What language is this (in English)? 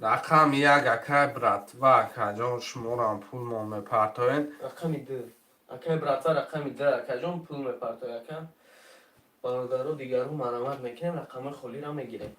Tajik